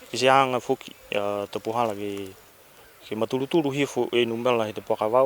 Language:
Niuean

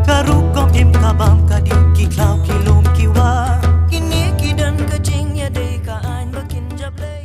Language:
Khasi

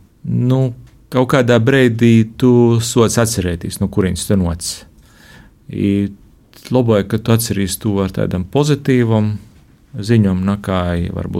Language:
Latvian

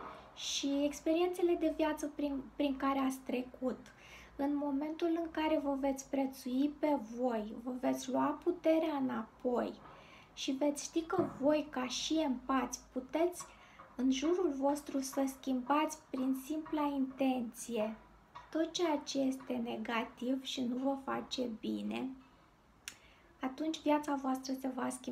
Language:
Romanian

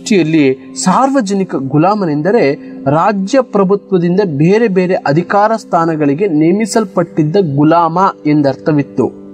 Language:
Kannada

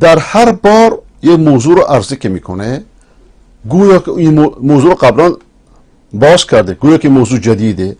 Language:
Persian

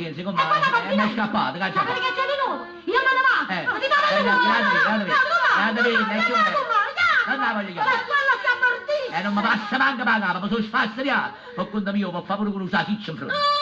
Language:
Neapolitan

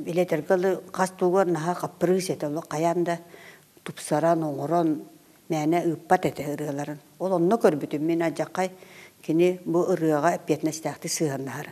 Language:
Yakut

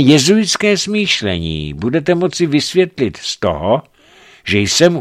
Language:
Czech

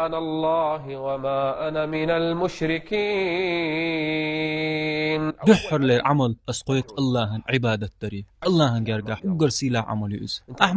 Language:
Chechen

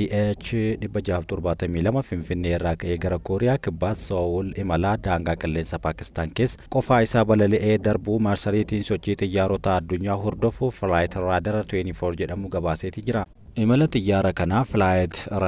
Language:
Oromo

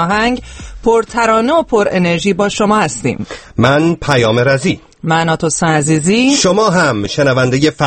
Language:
Persian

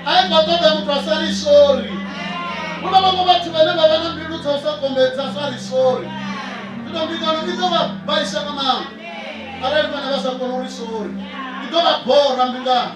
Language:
Venda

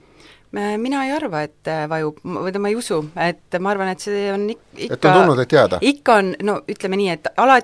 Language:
Estonian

